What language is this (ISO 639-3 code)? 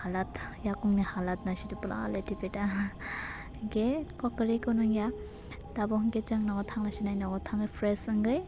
trp